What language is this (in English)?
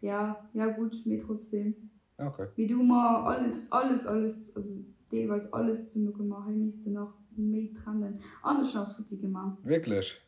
Luxembourgish